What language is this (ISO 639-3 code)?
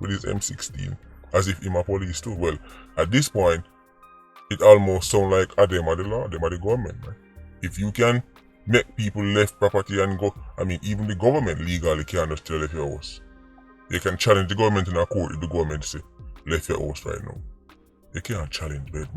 jam